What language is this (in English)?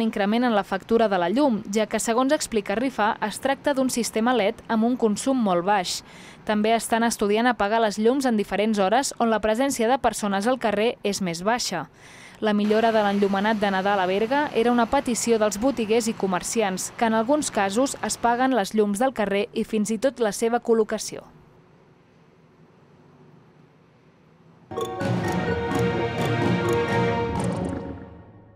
Catalan